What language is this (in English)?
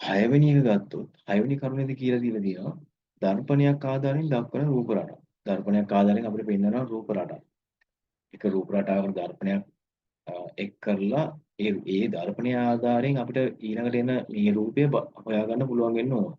Sinhala